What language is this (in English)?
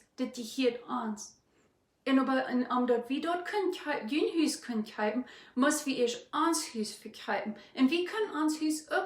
Plautdietsch